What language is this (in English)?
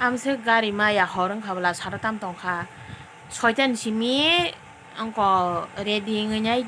Kok Borok